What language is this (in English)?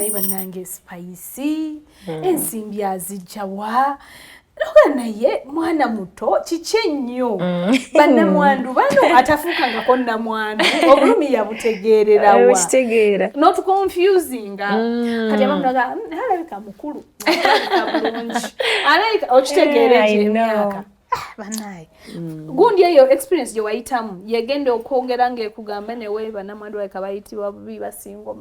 Ganda